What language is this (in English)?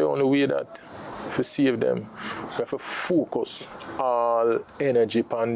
Jamaican Creole English